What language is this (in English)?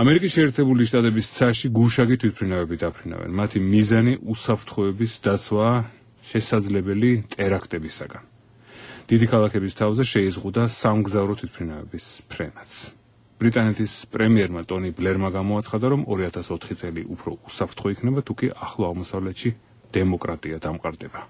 Georgian